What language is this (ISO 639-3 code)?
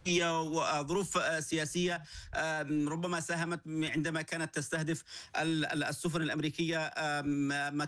ara